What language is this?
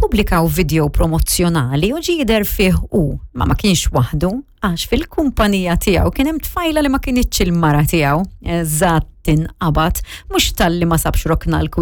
Maltese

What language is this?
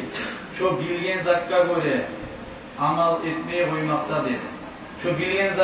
Kumyk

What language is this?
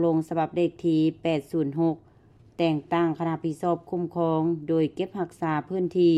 Lao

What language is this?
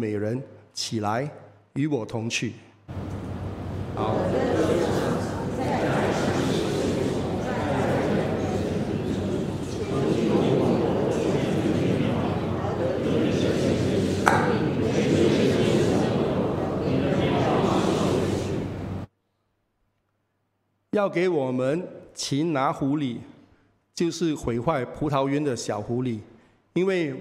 Chinese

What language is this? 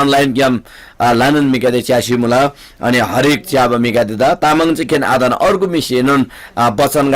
Eastern Tamang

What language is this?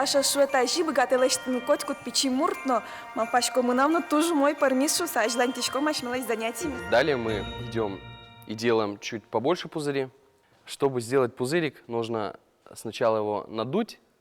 Udmurt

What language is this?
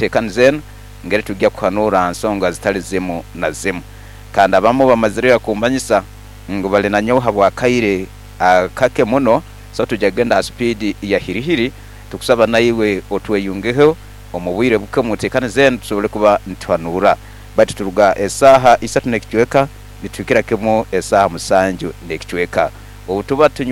Nyoro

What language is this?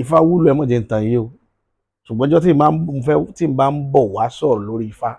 Yoruba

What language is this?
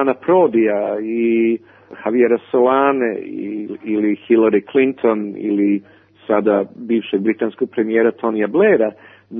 Serbian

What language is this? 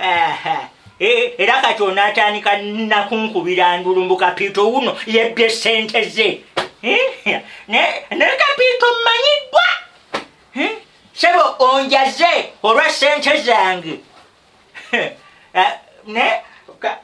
Ganda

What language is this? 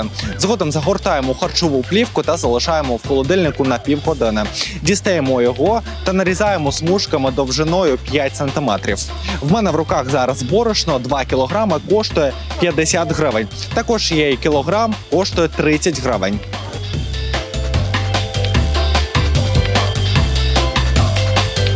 Ukrainian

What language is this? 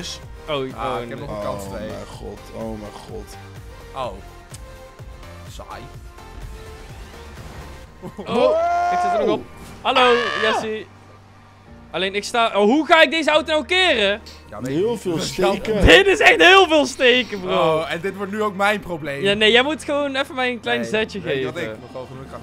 Dutch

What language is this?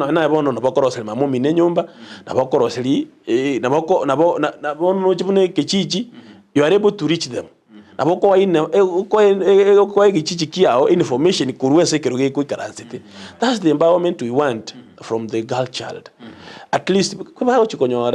Gusii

